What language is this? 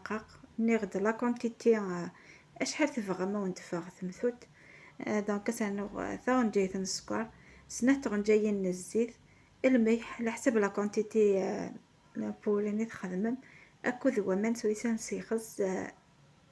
Kabyle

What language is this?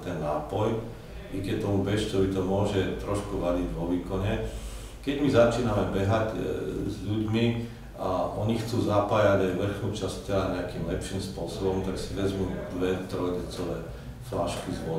Slovak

